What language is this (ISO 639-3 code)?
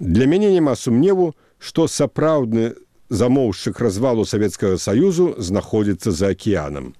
bel